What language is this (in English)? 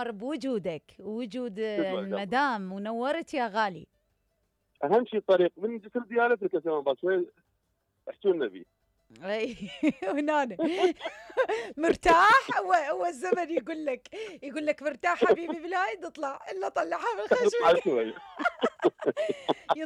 Mesopotamian Arabic